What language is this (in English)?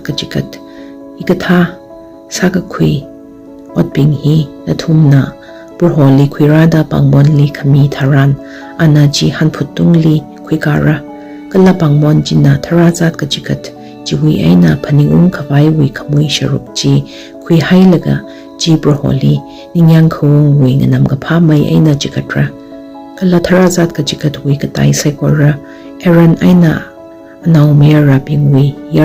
Tangkhul Naga (India)